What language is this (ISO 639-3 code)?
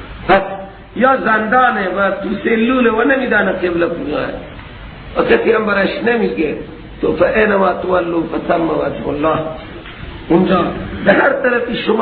fas